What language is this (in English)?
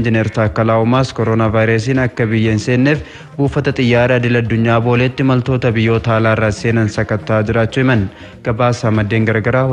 Oromo